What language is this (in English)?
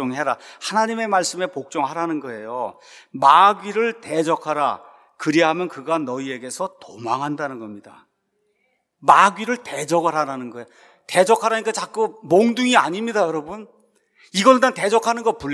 Korean